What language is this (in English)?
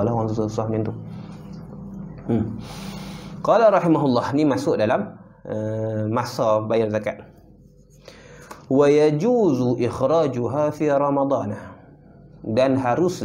Malay